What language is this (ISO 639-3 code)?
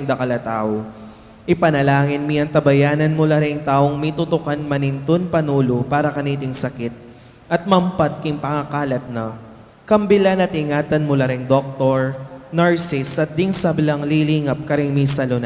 pam